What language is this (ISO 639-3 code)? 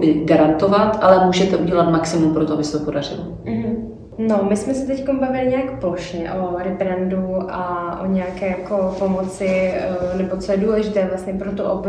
ces